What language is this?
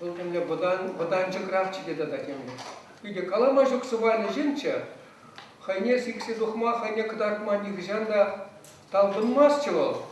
Chuvash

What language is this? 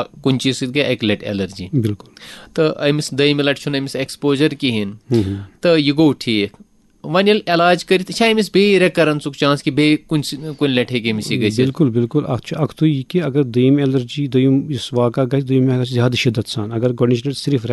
Kashmiri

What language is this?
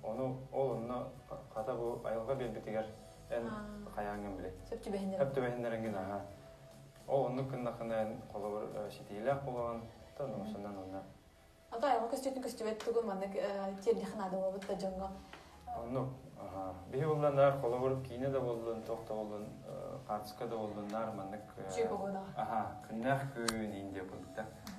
Yakut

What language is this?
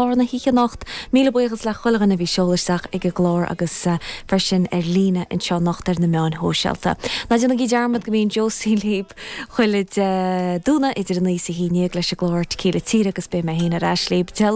Irish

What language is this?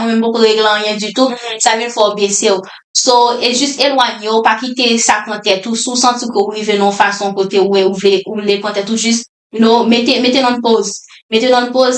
Haitian Creole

